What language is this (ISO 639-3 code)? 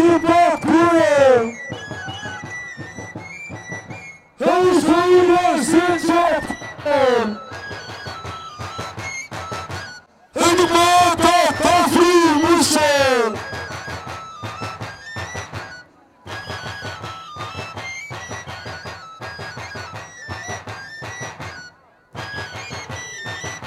ron